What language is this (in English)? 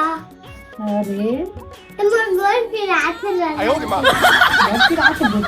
Chhattisgarhi